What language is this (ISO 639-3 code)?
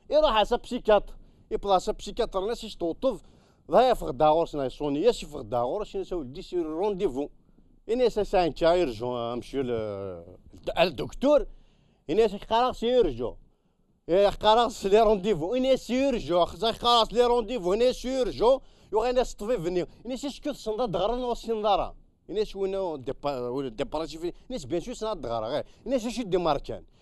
kab